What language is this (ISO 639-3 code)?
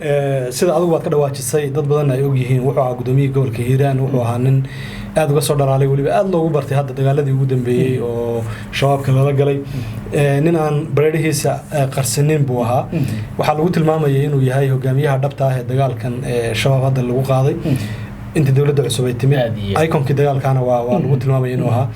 som